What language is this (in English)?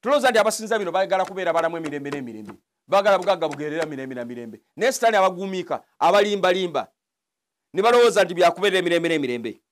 Ganda